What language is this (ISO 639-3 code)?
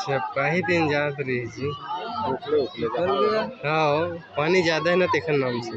hne